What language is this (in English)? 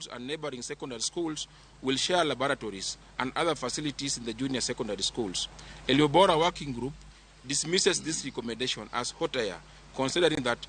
Luo (Kenya and Tanzania)